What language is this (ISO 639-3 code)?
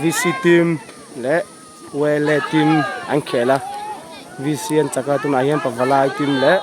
lus